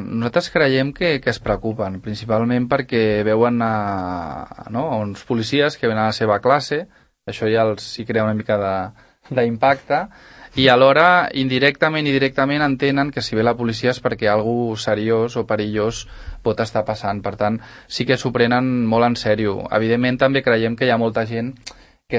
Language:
Catalan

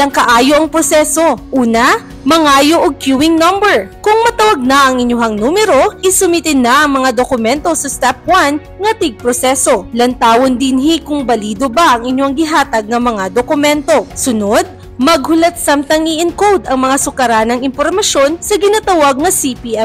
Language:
Cebuano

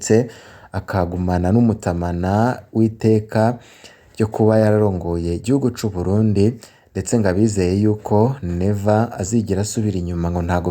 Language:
Rundi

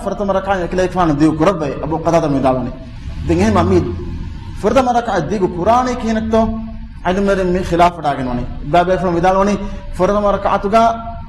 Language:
Divehi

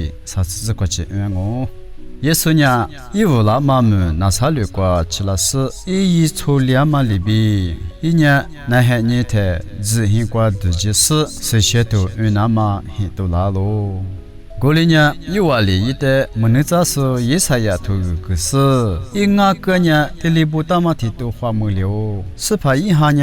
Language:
Lisu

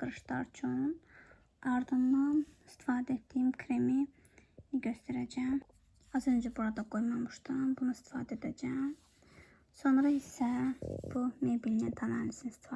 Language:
Azerbaijani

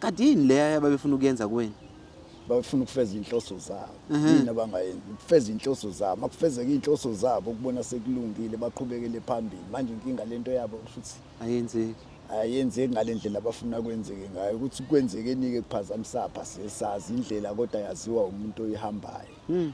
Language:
Zulu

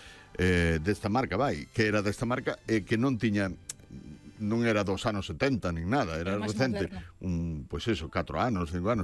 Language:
Galician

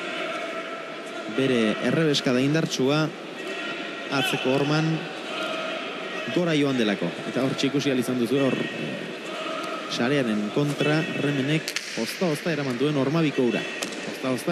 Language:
Basque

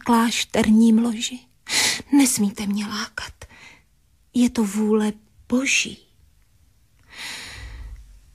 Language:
Czech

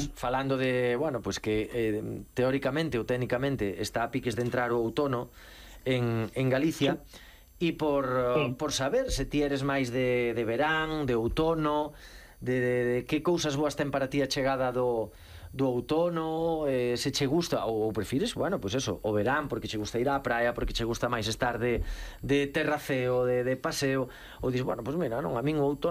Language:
Galician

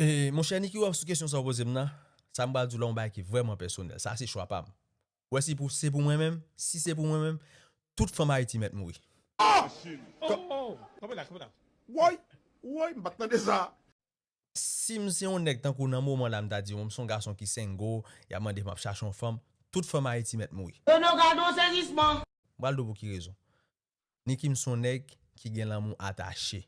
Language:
Haitian Creole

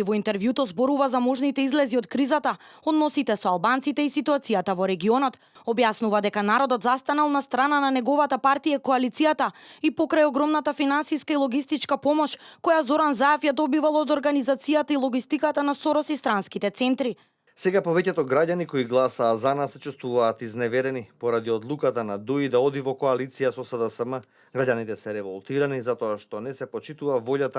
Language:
Macedonian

